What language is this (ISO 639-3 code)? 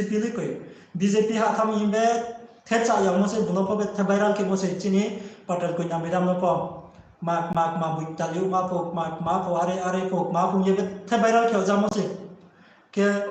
ria